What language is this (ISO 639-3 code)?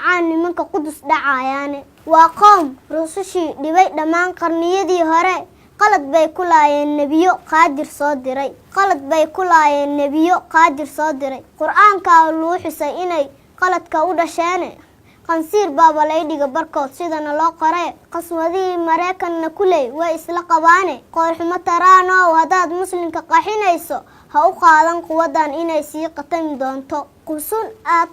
som